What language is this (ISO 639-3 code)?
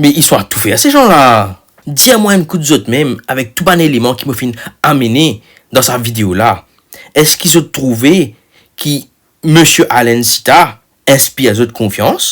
mfe